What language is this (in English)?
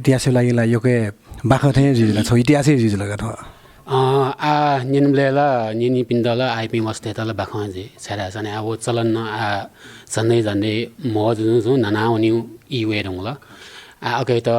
Newari